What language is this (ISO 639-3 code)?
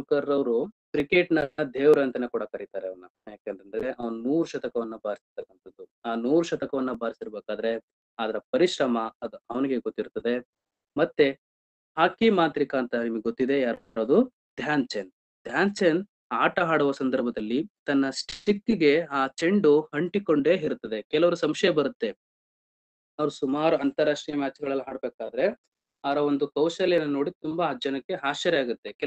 kan